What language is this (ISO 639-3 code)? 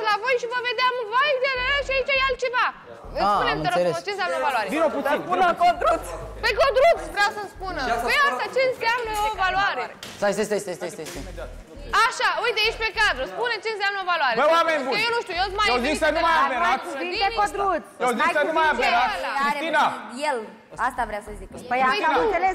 ron